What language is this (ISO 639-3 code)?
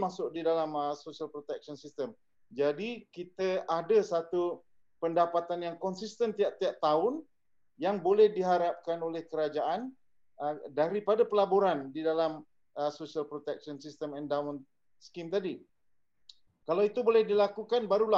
msa